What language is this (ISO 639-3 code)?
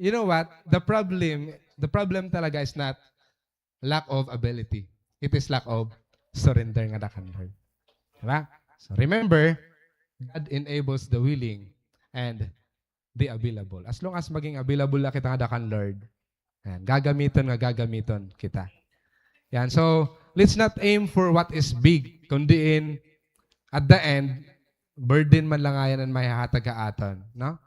war